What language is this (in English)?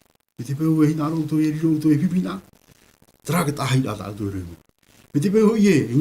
Tahitian